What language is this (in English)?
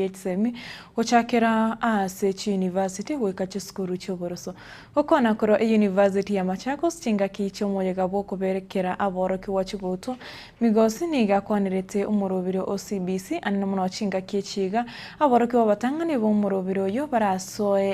Gusii